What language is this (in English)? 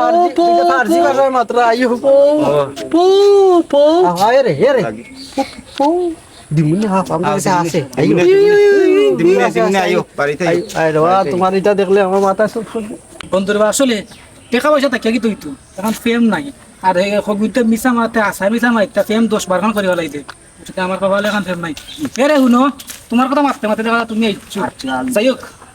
Sylheti